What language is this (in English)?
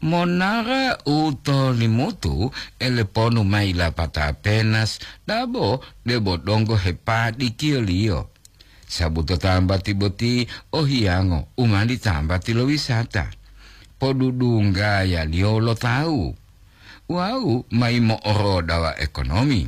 Gorontalo